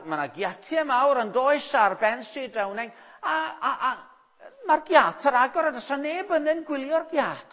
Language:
Welsh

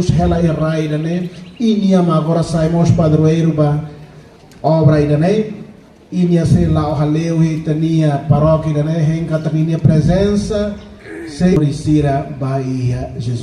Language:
Tetum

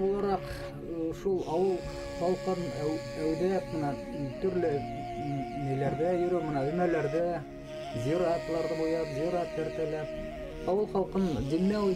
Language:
Bashkir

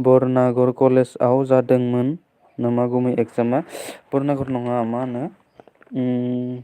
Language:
Bodo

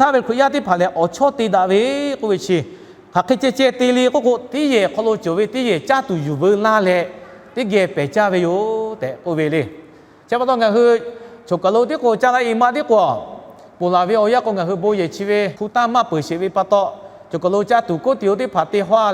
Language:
Lahu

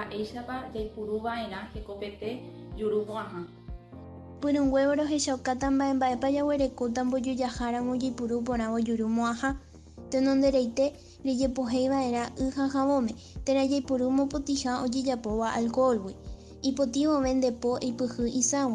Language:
Guarani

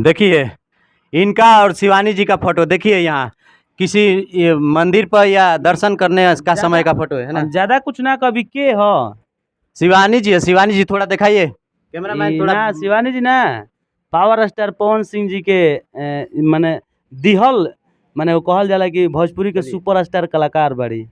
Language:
Bhojpuri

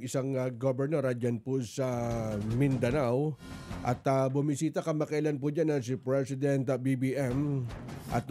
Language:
Filipino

